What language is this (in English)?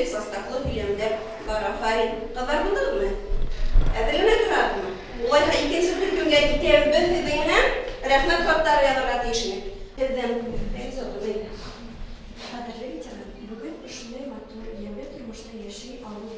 Bashkir